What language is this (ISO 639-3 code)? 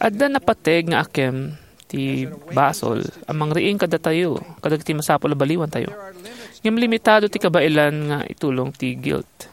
ilo